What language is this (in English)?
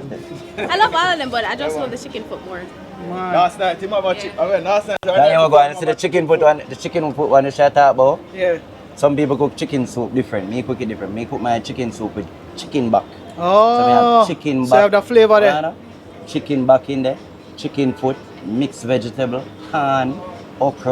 Jamaican Creole English